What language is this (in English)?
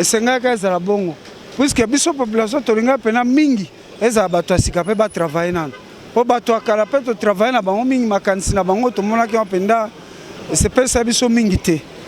Lingala